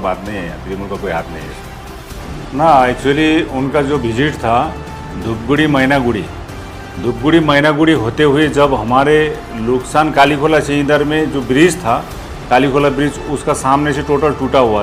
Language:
Sadri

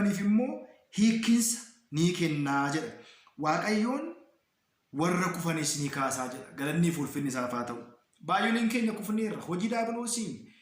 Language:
Oromo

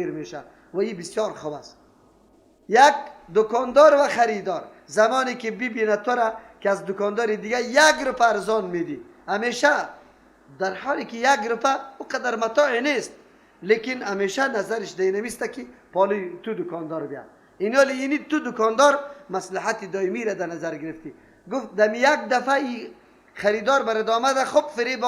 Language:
Persian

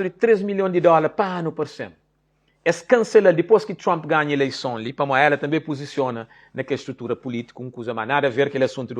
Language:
Kabuverdianu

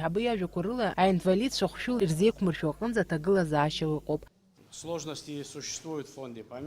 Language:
Abkhazian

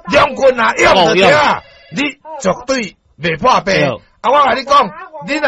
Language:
Min Nan Chinese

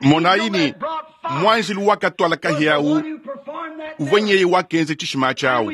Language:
Luba-Lulua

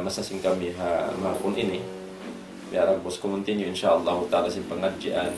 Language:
Tausug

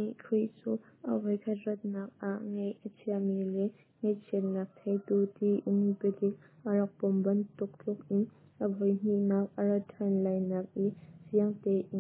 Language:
Hakha Chin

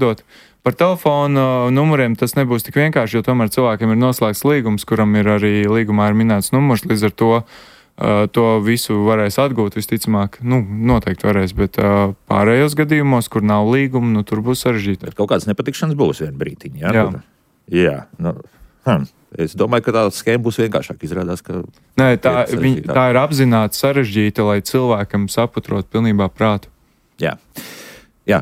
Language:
Latvian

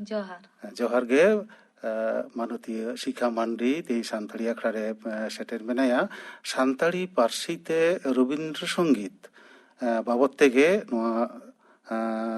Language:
Santali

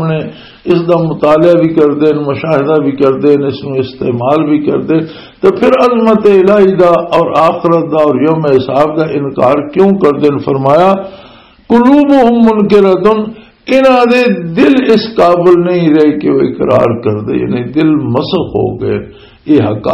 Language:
Western Panjabi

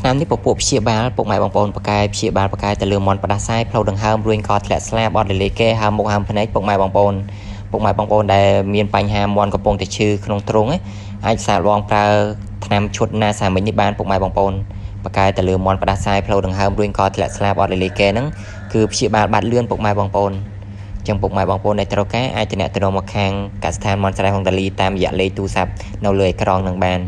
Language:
Khmer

